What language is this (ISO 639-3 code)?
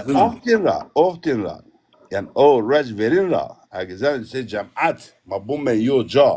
zza